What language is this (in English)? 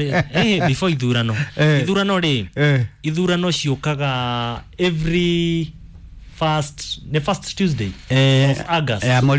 Kikuyu